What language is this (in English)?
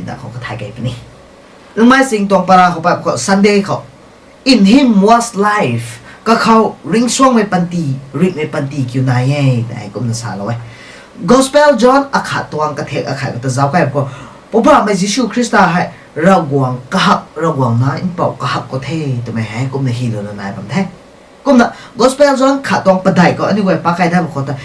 Rongmei Naga